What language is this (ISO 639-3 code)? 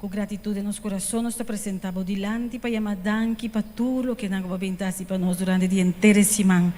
pap